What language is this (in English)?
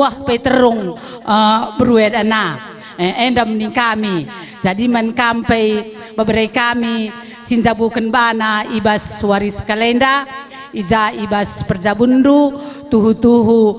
Batak Karo